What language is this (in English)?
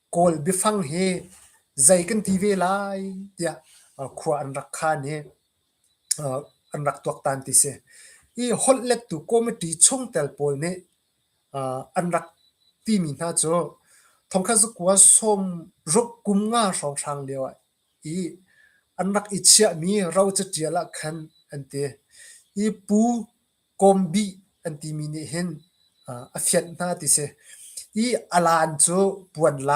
Hakha Chin